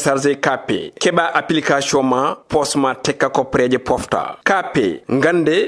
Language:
Fula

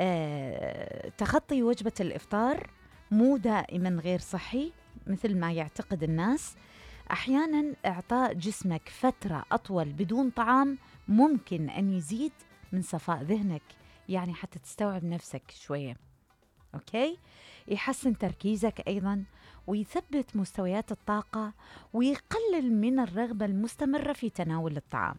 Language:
Mesopotamian Arabic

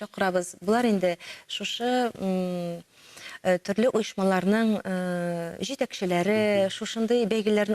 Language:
Tatar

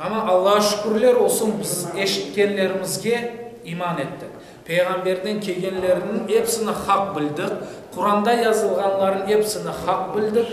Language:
Crimean Tatar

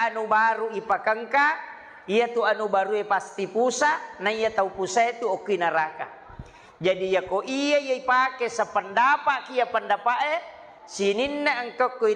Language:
Buginese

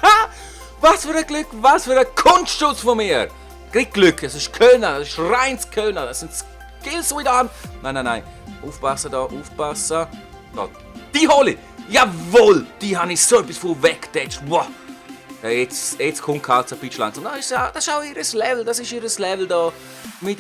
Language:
Swiss German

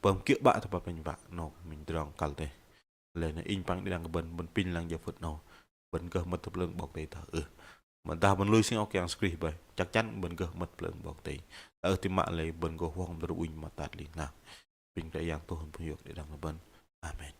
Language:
Bahnar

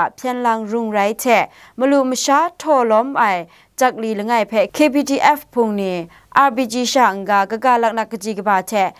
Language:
Kachin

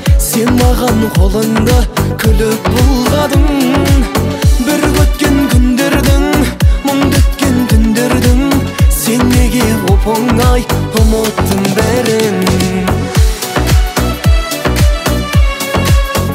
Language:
Kazakh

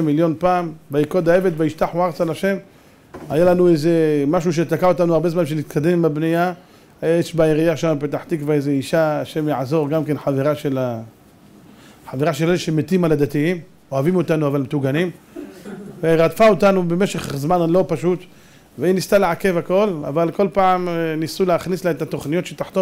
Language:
Hebrew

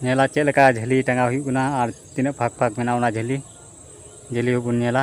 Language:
Santali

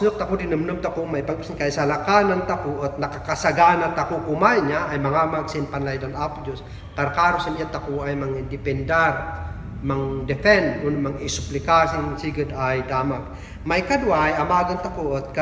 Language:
Kankanaey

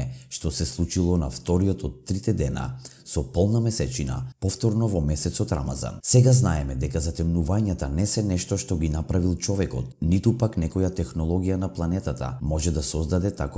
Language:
Macedonian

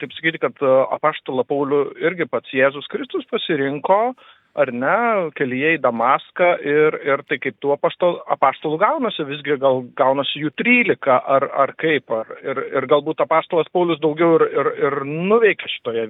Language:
Lithuanian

